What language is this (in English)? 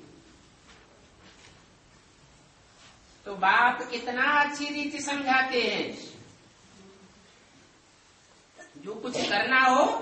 Hindi